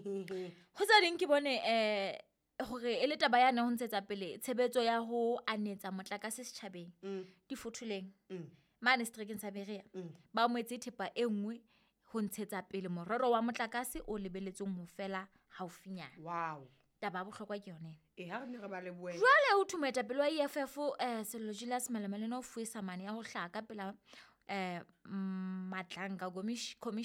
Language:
Southern Sotho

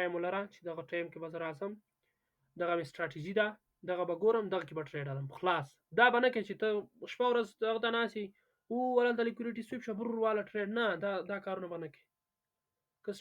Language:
Pashto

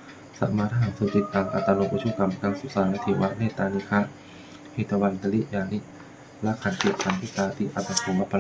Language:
Pali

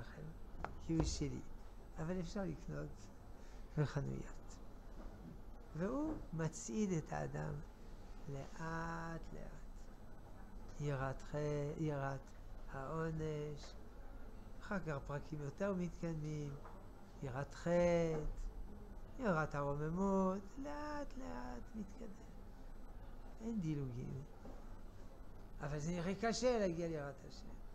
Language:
Hebrew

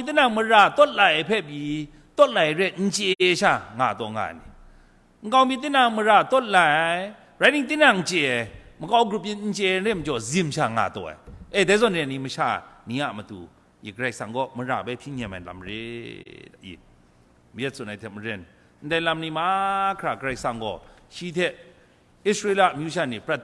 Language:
Kachin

